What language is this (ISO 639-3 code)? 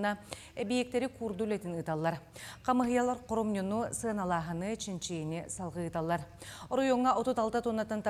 sah